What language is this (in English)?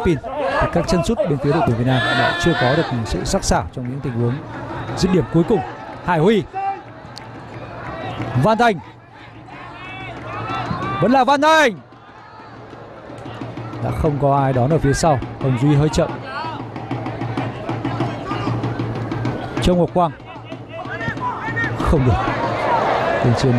Vietnamese